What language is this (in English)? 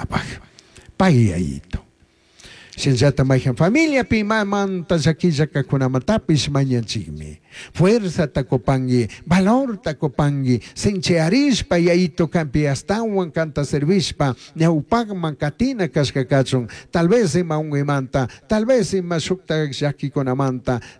Chimborazo Highland Quichua